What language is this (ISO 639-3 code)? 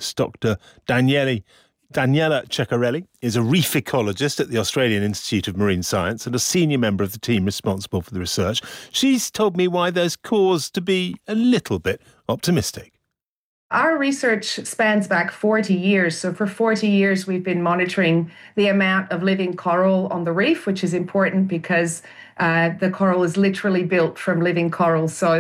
eng